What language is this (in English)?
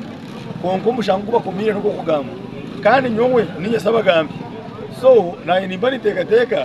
Nyankole